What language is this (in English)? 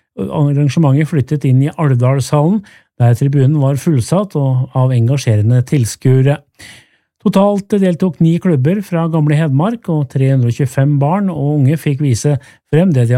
Norwegian